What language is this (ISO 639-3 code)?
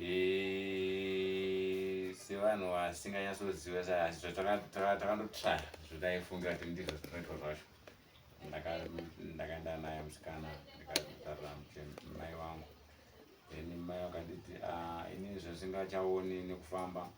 sna